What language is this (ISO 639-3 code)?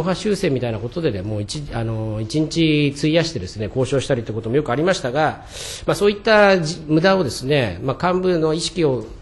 jpn